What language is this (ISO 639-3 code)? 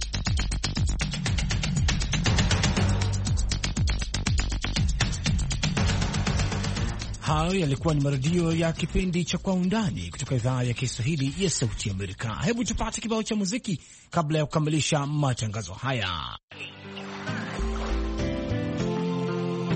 swa